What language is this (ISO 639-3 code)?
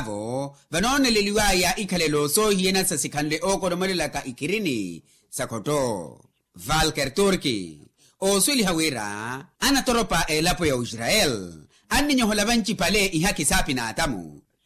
vmw